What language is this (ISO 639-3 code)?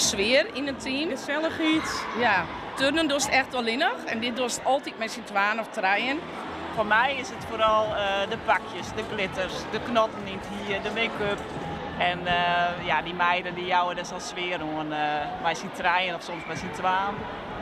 fry